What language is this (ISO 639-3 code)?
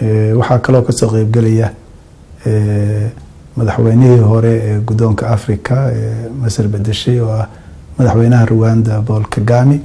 som